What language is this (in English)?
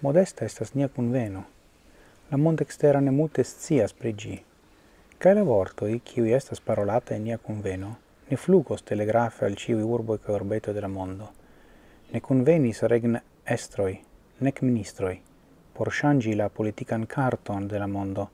Esperanto